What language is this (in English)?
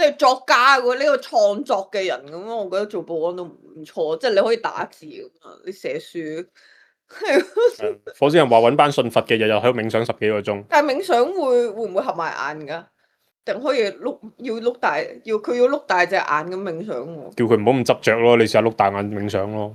Cantonese